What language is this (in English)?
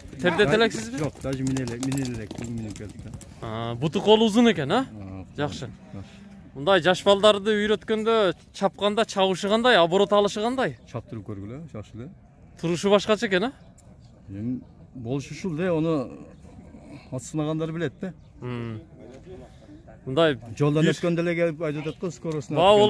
Kyrgyz